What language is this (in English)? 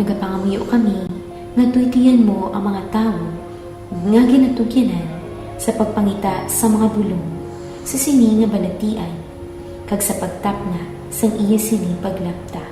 Hiligaynon